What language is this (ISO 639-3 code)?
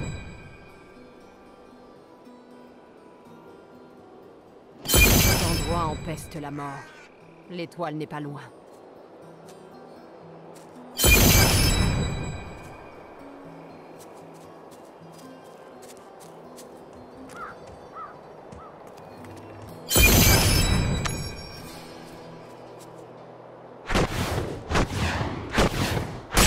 fra